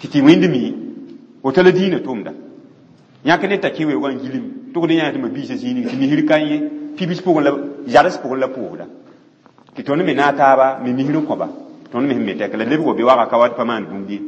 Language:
Mossi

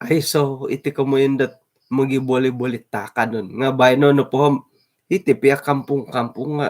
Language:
Central Dusun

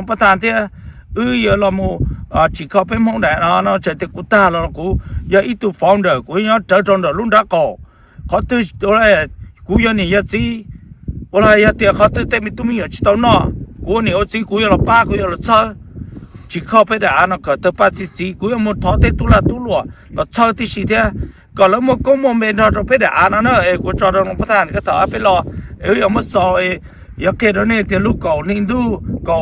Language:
Hmong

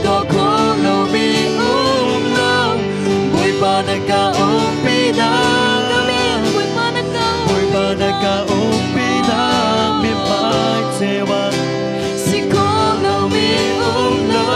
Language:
Hakha Chin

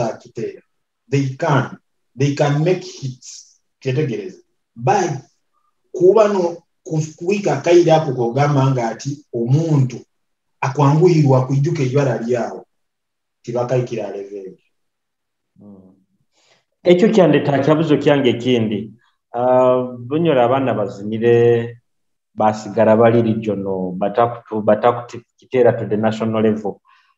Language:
Nyoro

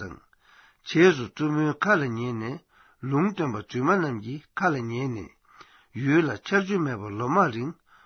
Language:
Tibetan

